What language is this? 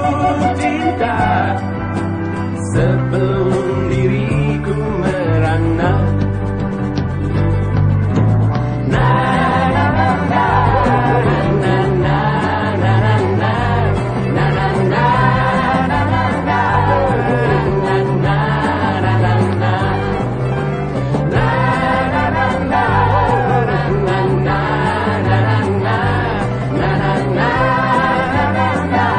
Indonesian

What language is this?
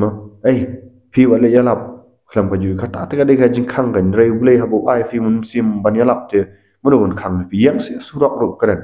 Khasi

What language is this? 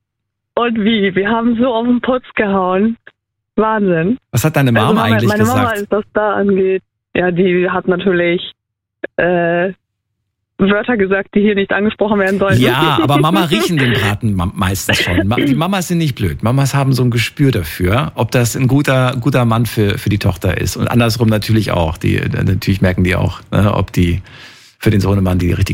German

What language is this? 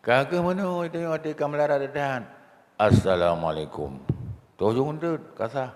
Achinese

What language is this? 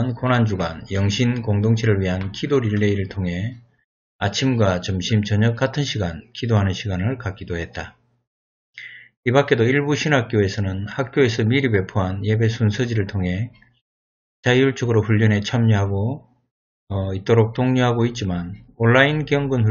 Korean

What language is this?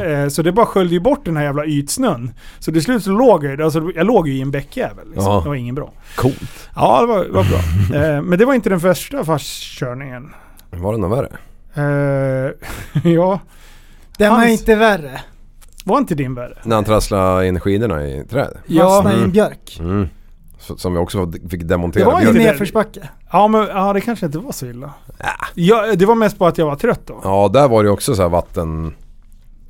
Swedish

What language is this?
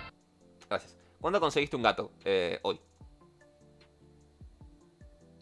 Spanish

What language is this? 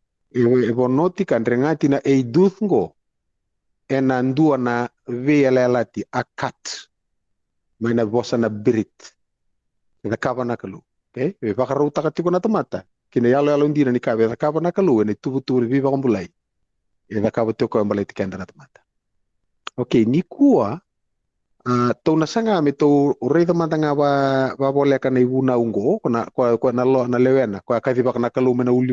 Fijian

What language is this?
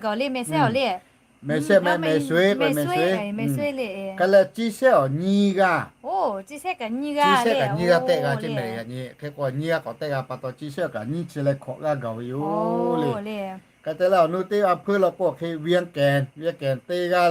Lahu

